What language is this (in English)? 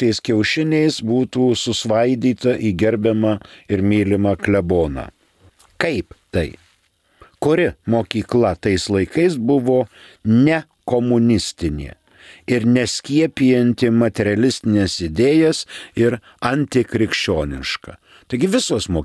Lithuanian